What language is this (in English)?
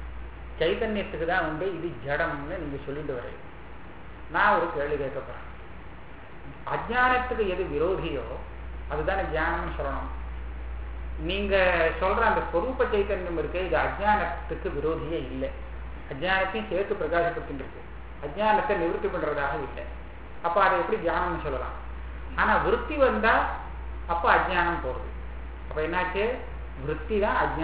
Tamil